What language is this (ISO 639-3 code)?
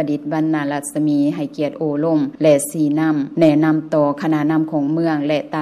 lao